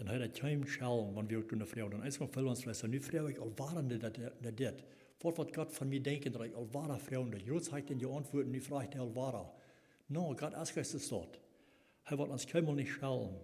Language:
Plautdietsch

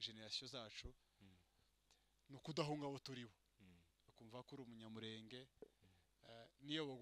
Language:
Kinyarwanda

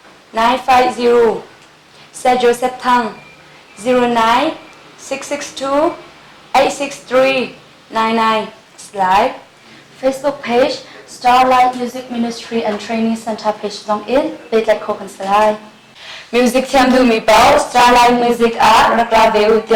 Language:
Hakha Chin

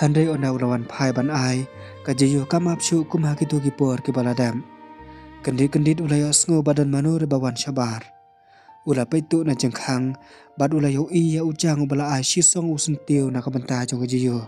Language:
Khasi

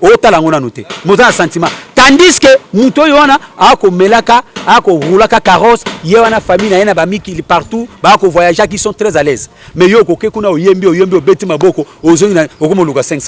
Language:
Lingala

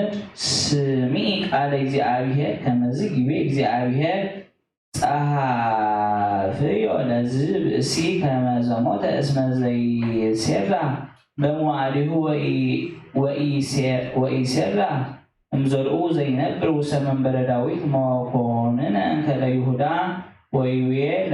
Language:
Geez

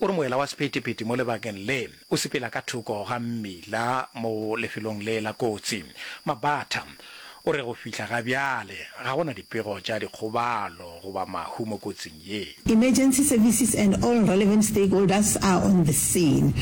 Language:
Northern Sotho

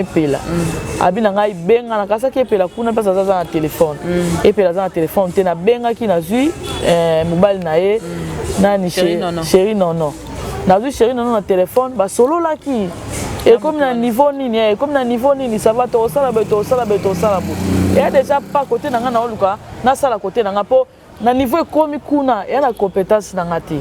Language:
Lingala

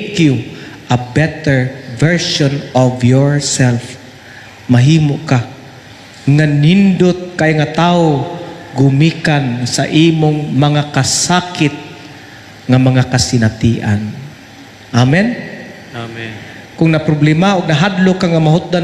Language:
Cebuano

